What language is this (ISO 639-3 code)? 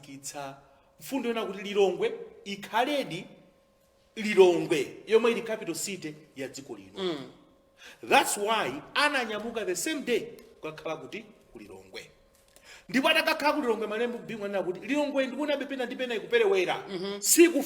nya